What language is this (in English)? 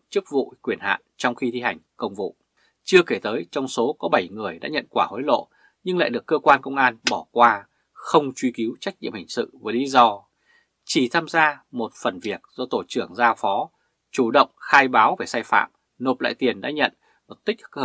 Vietnamese